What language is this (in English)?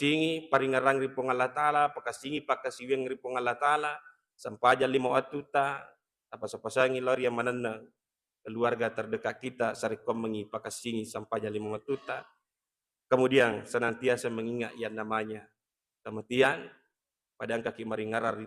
Buginese